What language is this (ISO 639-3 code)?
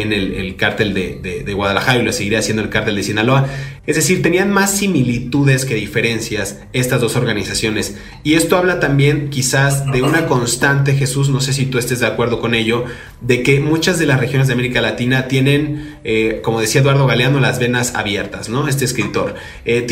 spa